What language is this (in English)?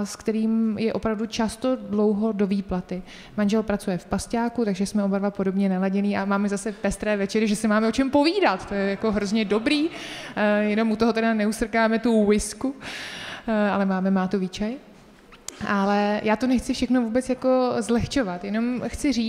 Czech